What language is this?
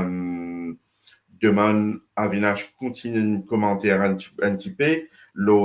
Morisyen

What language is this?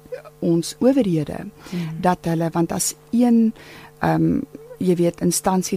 Afrikaans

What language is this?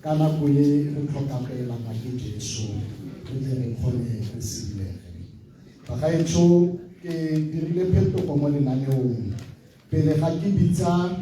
Tswana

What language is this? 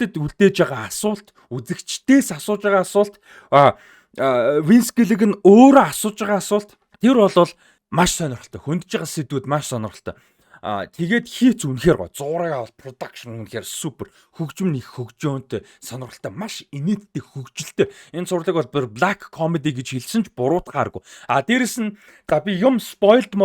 Mongolian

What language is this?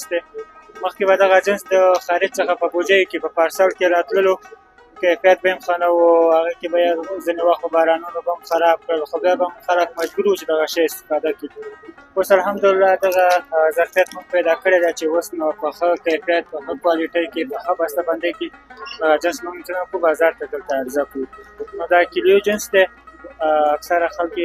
Pashto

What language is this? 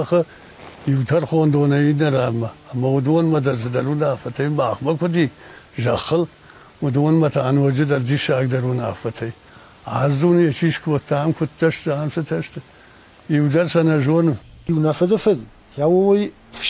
Ossetic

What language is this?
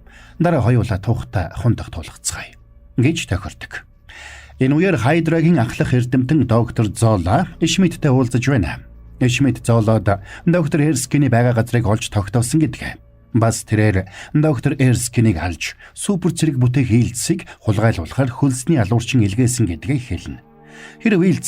Mongolian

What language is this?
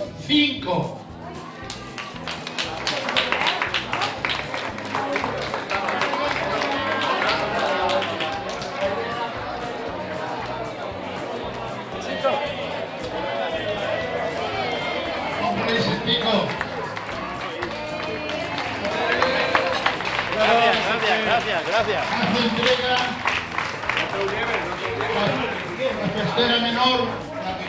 Catalan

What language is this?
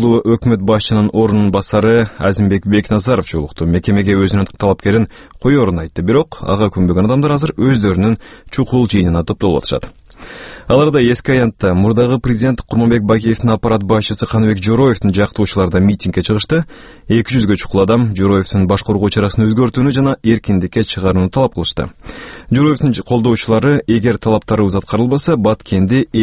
Kyrgyz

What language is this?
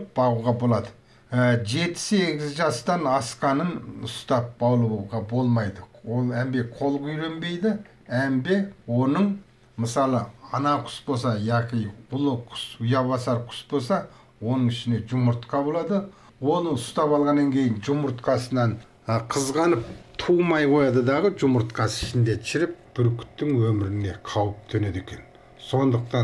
Kazakh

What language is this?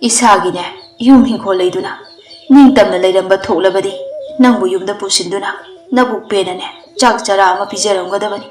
Manipuri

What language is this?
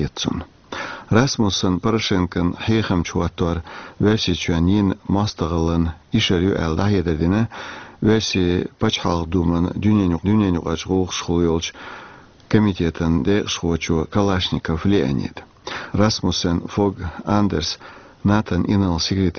Chechen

